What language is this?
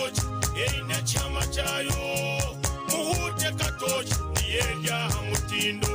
Nyankole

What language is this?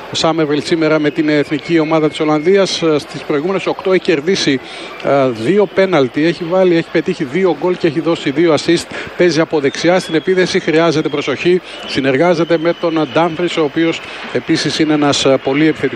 Greek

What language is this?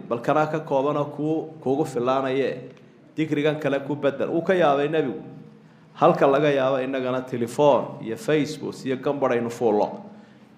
Somali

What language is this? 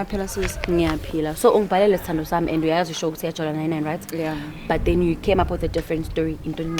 Zulu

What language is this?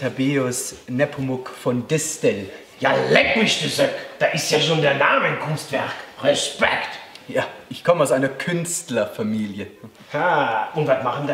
Bavarian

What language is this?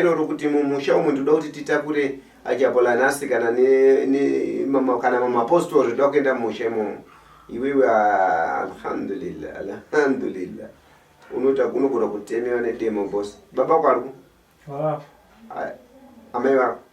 Shona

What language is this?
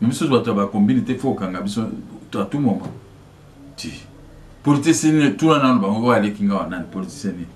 Lingala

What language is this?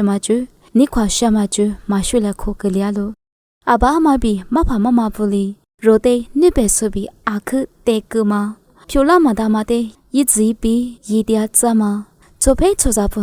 Lisu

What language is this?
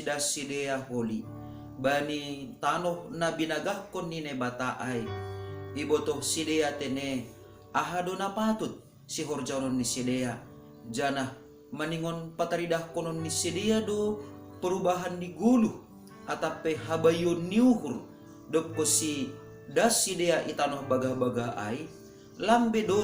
Batak Simalungun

